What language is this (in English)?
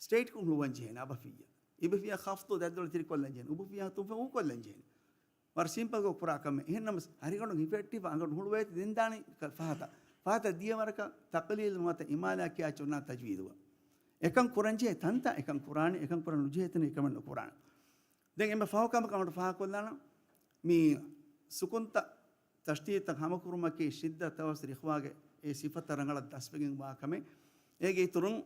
Divehi